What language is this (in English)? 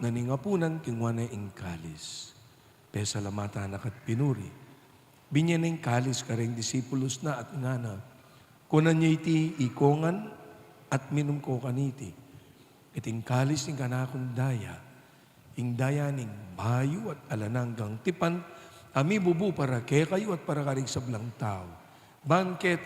Pampanga